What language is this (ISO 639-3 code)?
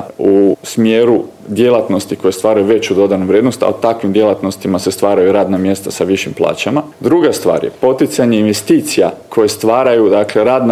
hrv